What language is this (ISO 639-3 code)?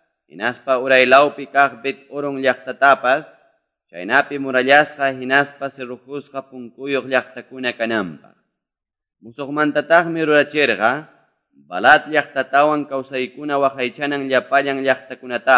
que